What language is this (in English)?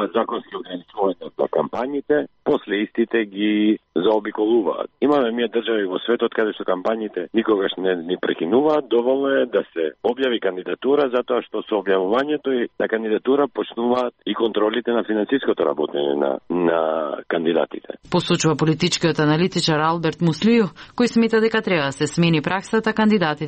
Macedonian